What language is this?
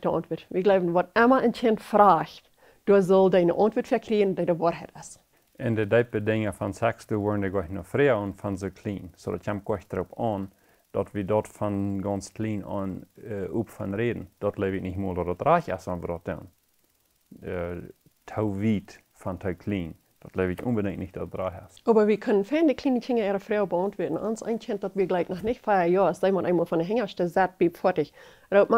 Plautdietsch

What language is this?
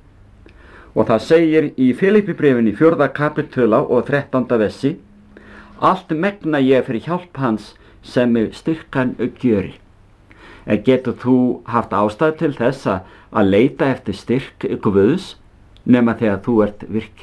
Icelandic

